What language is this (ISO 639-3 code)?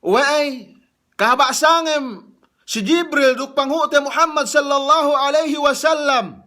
yka